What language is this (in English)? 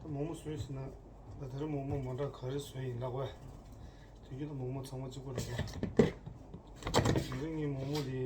Tibetan